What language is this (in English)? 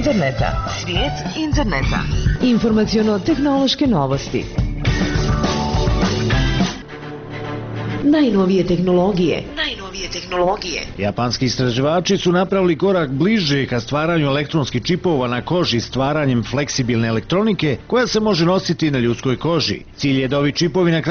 Bosnian